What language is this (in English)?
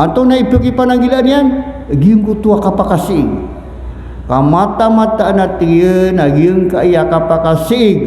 Maranao